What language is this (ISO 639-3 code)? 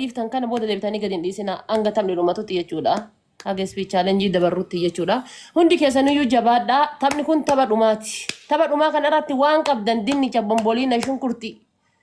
orm